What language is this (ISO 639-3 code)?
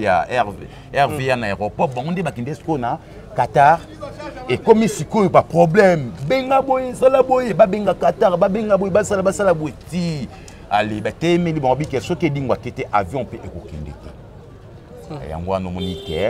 lin